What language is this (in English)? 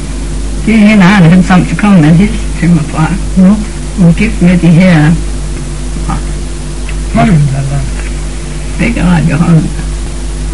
Danish